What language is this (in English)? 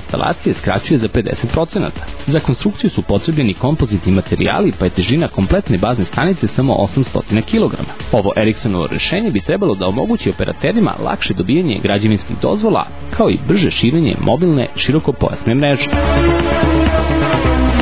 Serbian